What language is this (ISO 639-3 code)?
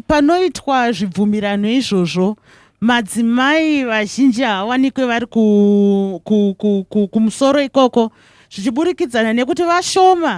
sna